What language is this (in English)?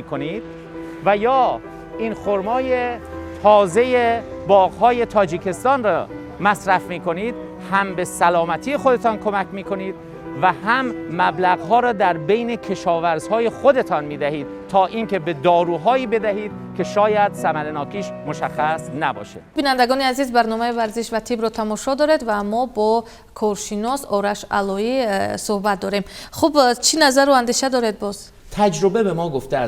Persian